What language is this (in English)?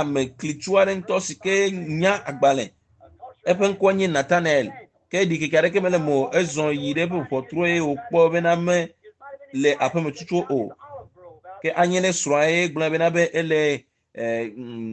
Ewe